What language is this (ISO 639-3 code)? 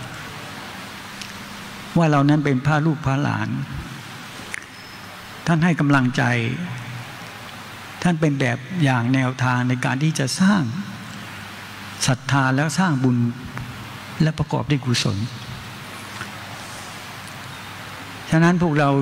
tha